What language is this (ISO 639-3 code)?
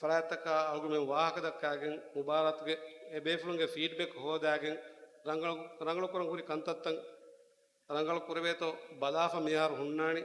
div